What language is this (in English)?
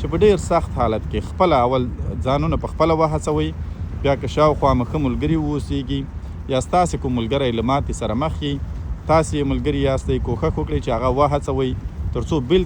Pashto